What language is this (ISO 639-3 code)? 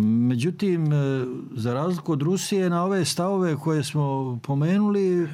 bos